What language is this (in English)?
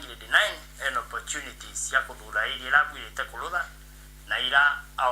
Meru